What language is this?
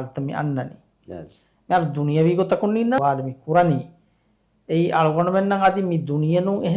Divehi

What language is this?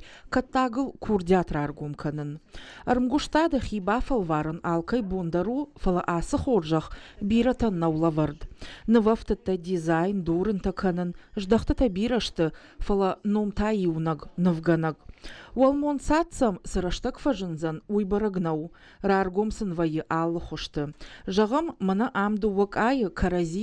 Ossetic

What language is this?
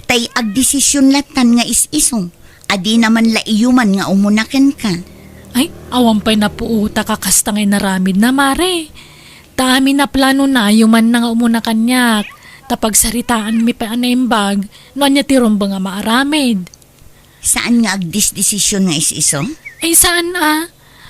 Iloko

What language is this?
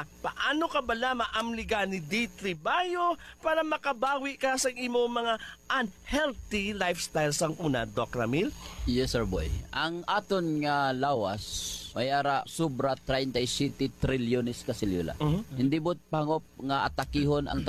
Hiligaynon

